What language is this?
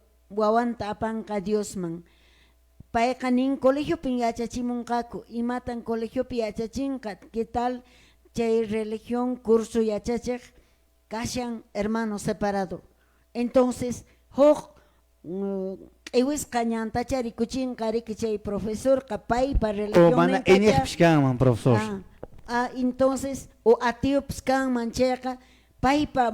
Quechua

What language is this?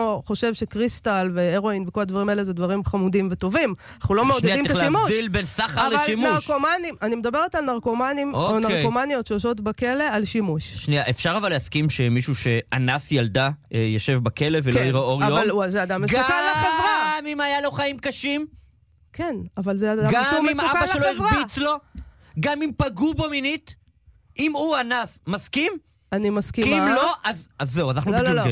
Hebrew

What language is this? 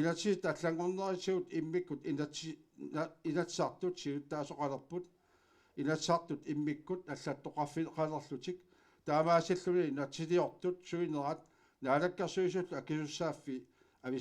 Kalaallisut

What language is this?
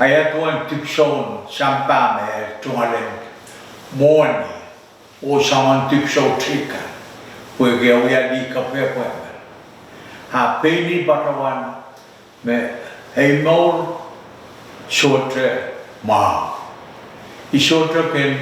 Pohnpeian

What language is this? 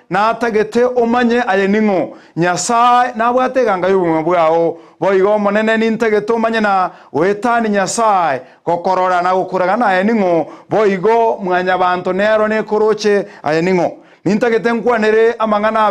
Gusii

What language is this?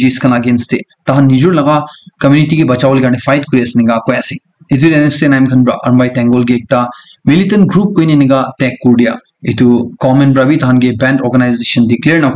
Naga Pidgin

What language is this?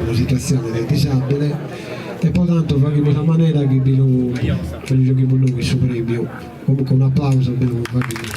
Sardinian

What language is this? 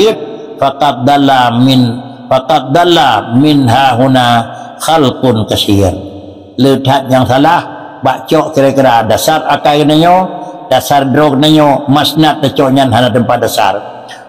Achinese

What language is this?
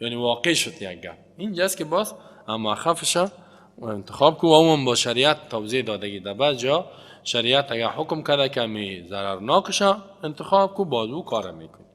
Persian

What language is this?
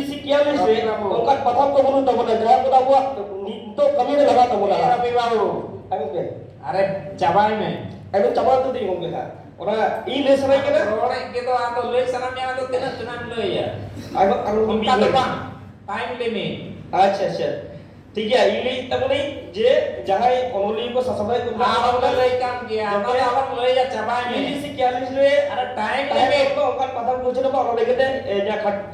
Santali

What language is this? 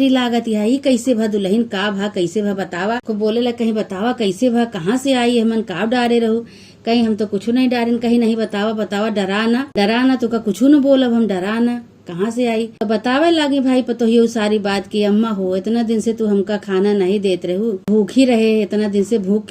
Awadhi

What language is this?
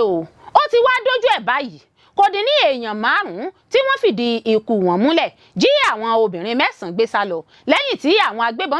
Yoruba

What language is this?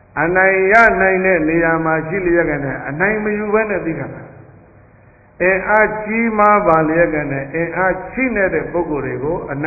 Burmese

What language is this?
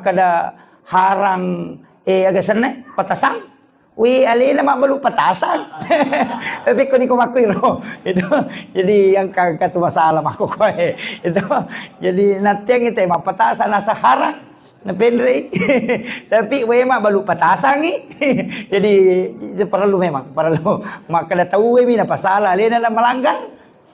Buginese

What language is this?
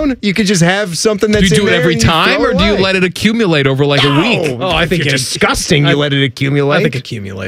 English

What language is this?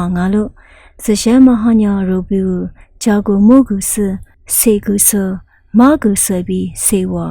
Lisu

